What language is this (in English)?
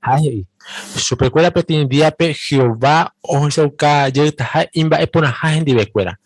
Guarani